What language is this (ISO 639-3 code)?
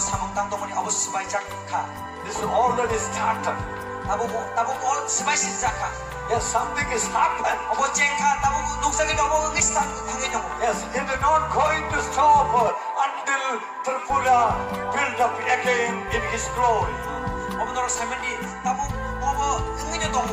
trp